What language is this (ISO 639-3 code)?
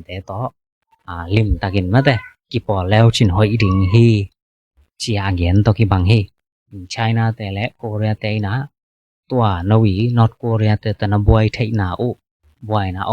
ctd